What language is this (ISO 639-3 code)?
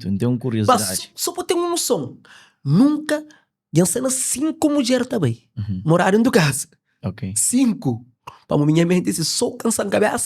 kea